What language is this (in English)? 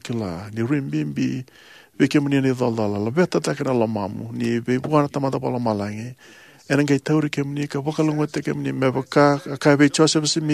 Fijian